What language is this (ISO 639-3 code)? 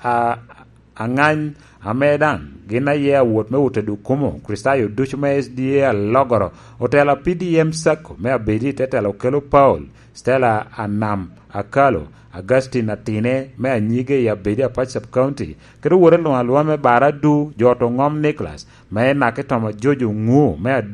laj